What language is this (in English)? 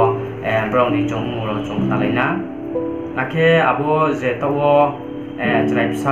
Riang (India)